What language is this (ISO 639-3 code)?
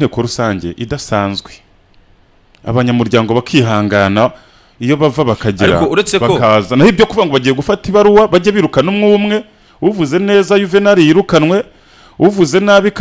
kin